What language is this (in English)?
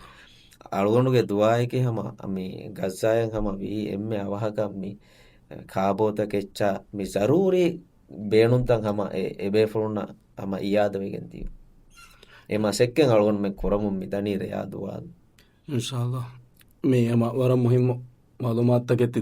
Divehi